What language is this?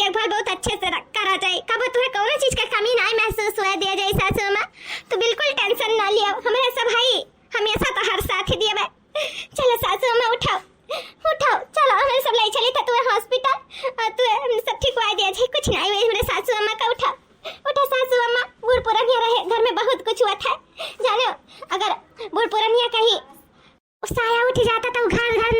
Awadhi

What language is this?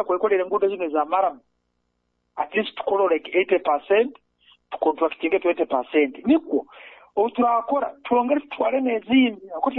Nyoro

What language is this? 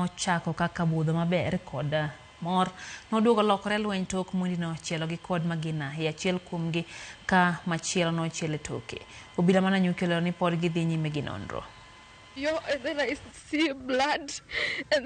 Luo (Kenya and Tanzania)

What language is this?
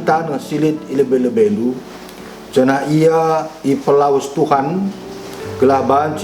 Batak Karo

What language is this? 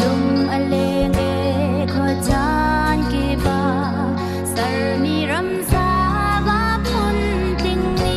Hakha Chin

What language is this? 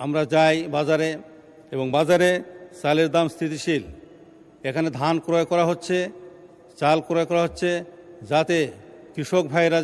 Bangla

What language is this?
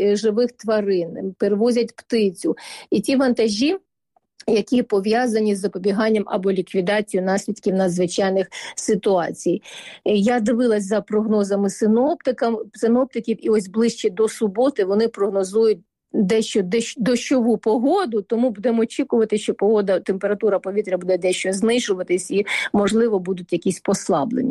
Ukrainian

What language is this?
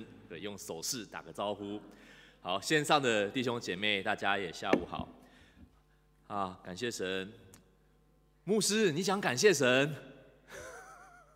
Chinese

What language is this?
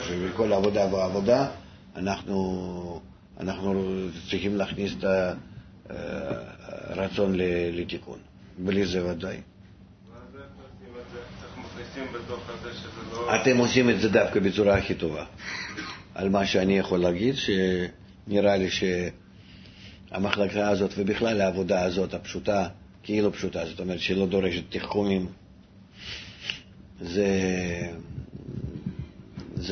Hebrew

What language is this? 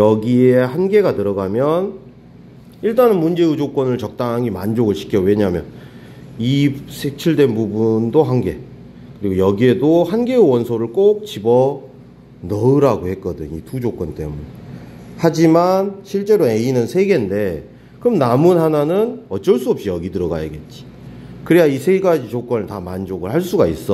Korean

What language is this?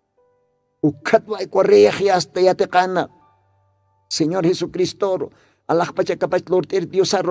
Aymara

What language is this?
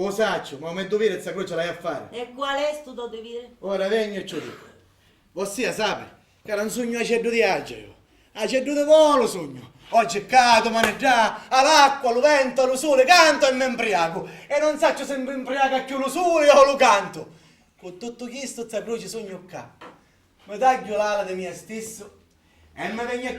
Sicilian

